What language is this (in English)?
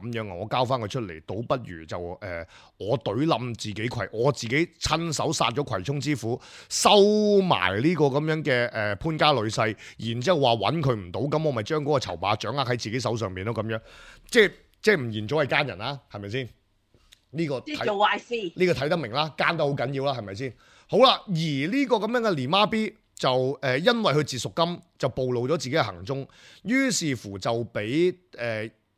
Cantonese